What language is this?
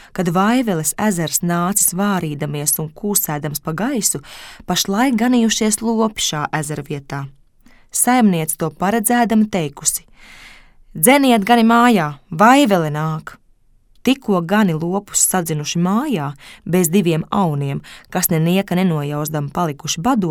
Latvian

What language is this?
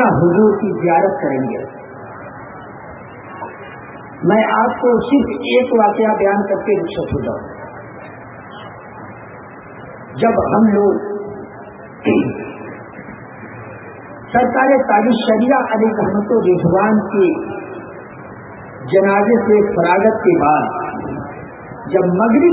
Urdu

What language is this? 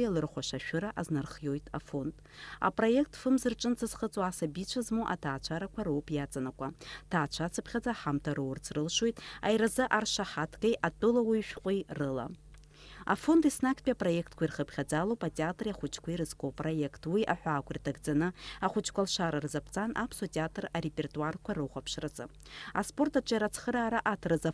Abkhazian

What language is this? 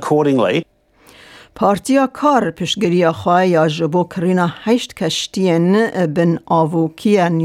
Kurdish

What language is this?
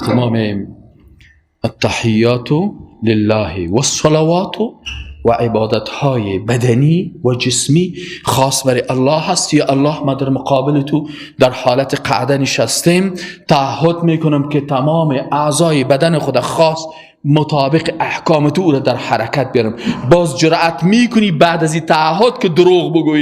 Persian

